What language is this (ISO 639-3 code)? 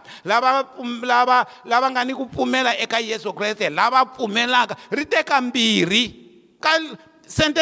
tso